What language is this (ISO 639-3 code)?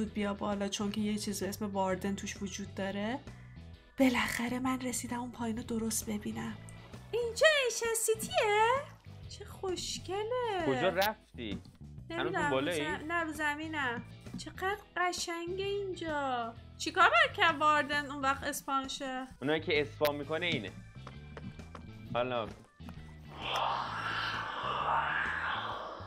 fas